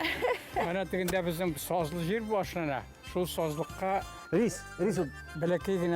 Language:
Bashkir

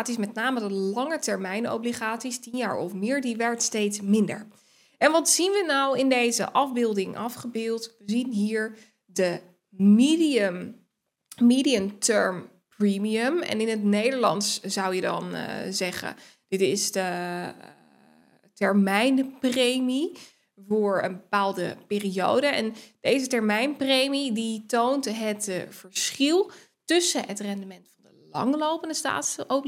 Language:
Dutch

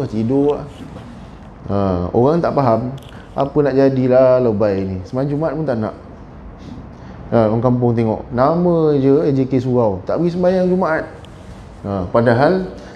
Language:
Malay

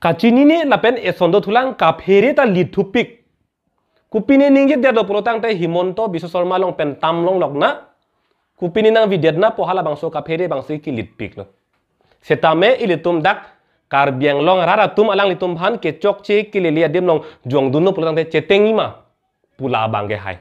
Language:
Karbi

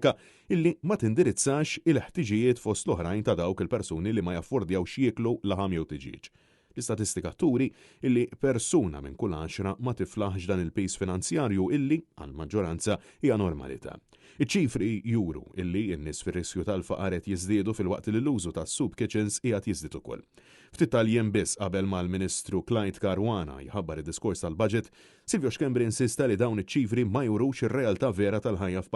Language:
Maltese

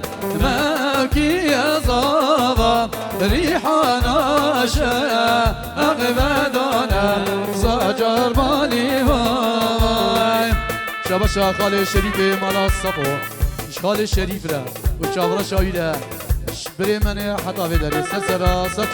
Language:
Kurdish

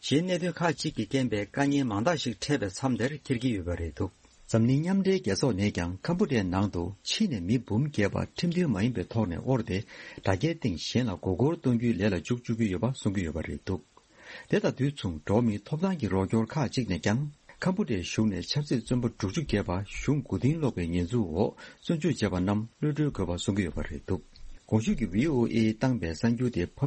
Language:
Tibetan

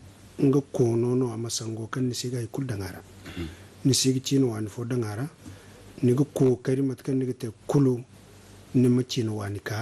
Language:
Zarma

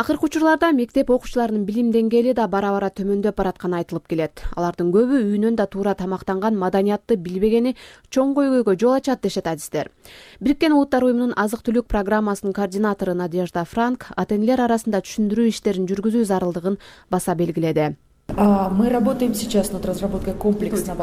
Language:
Kyrgyz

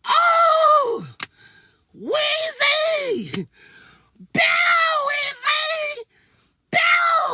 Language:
Jamaican Creole English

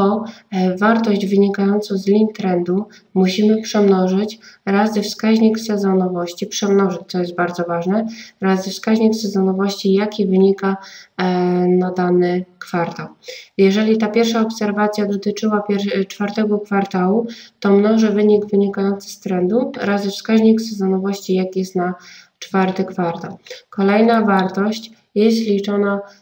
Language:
Polish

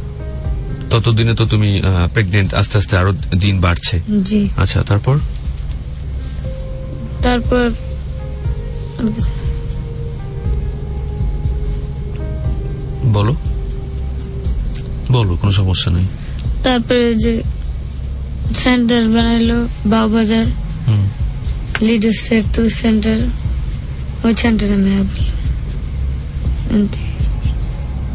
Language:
Bangla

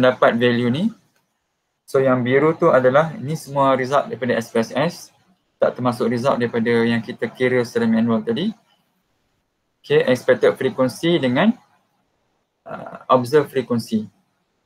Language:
Malay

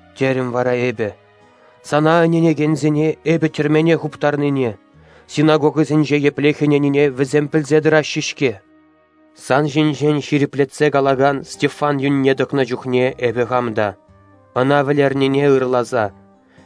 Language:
Chuvash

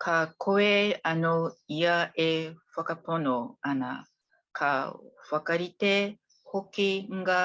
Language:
Māori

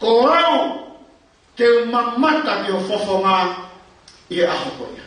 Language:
Tongan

